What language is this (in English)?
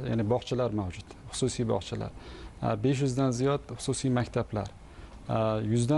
Uzbek